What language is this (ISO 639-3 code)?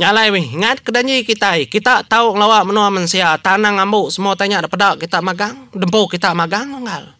iba